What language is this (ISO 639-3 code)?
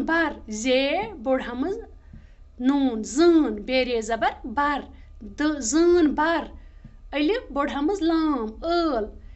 kas